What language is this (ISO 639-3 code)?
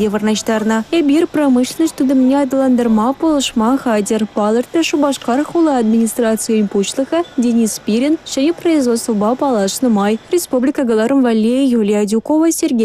chv